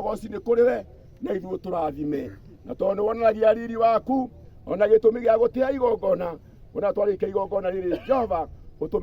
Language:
Kikuyu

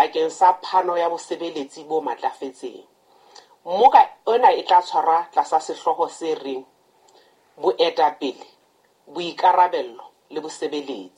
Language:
Southern Sotho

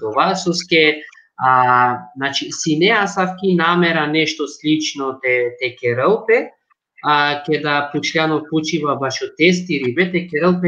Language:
Balkan Romani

